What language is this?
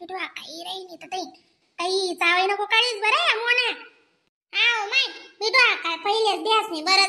Khandesi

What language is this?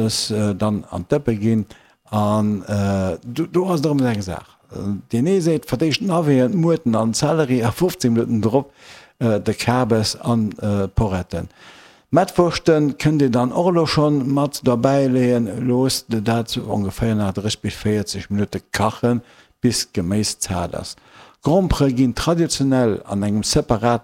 Luxembourgish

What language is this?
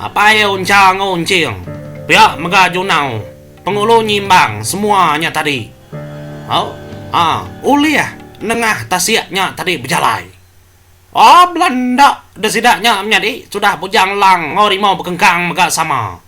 Iban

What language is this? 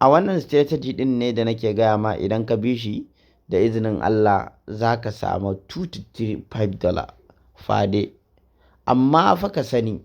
Hausa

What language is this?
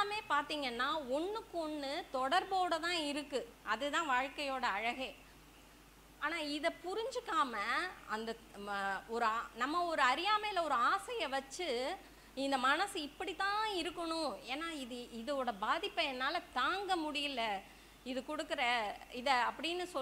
Tamil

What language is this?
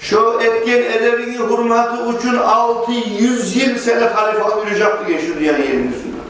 Kumyk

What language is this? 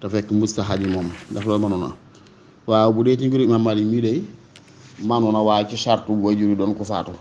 Wolof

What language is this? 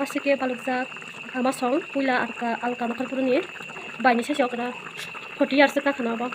Kok Borok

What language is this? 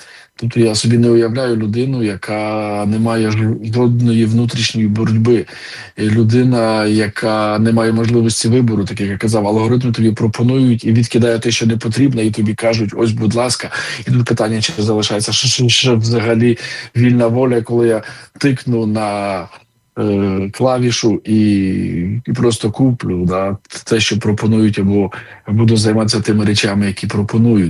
Ukrainian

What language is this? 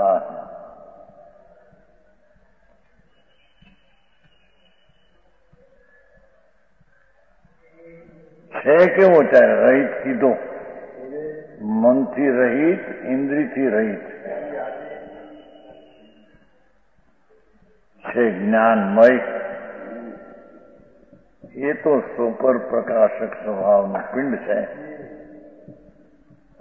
Gujarati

